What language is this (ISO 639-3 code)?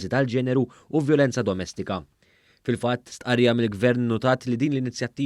mlt